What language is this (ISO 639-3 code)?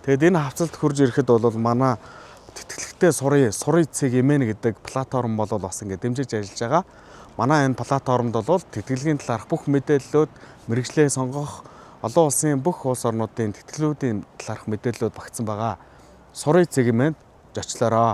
mon